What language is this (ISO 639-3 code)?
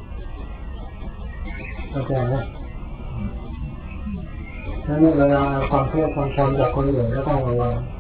tha